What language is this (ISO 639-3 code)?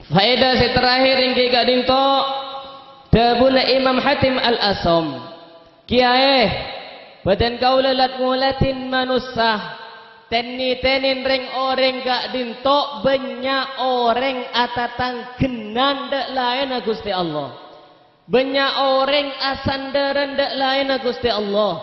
mad